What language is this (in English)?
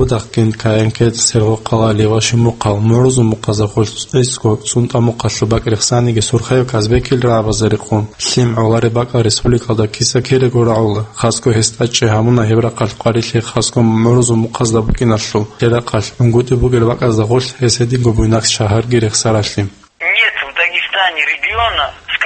Avaric